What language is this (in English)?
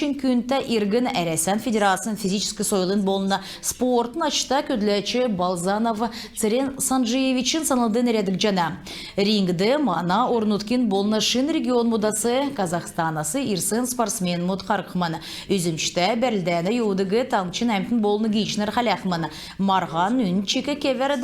Kalmyk